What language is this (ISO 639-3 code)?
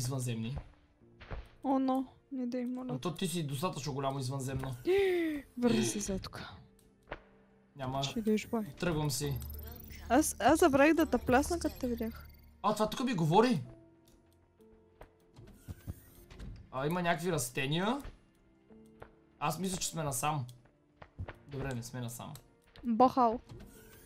bul